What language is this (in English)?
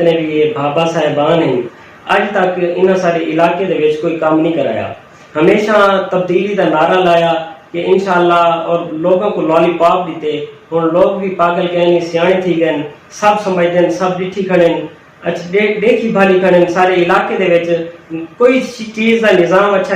Saraiki